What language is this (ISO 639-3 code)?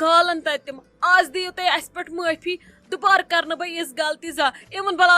kas